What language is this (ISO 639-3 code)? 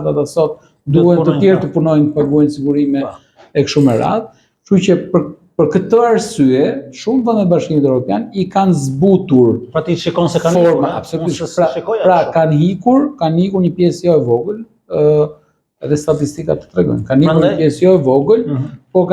sqi